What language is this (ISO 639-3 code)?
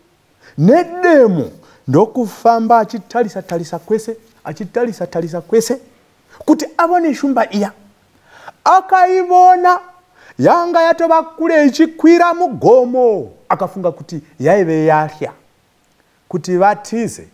sna